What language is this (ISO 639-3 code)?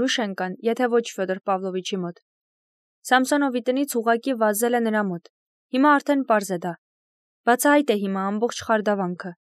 hye